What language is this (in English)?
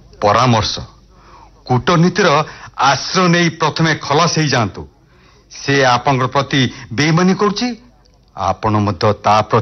Odia